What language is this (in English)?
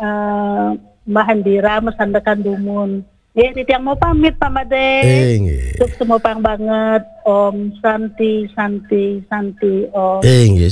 Balinese